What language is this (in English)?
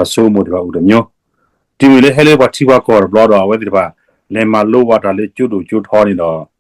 S'gaw Karen